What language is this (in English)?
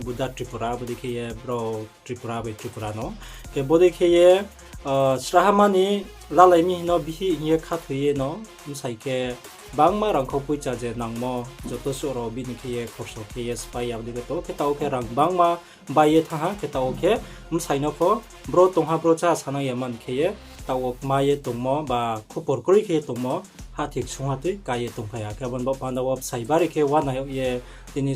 Riang (India)